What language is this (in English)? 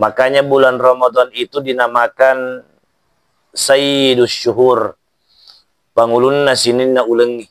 Buginese